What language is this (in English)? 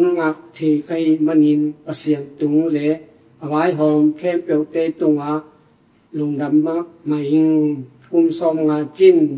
Tedim Chin